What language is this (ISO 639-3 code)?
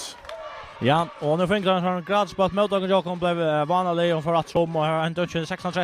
fao